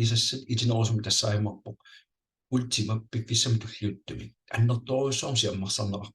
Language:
Kalaallisut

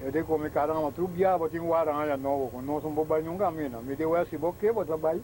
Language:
Papiamento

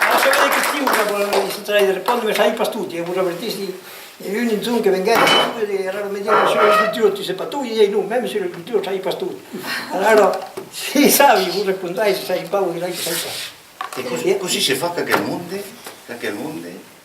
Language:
Occitan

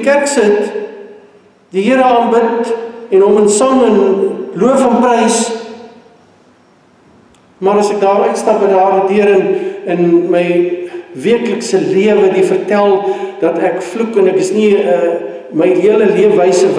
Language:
Afrikaans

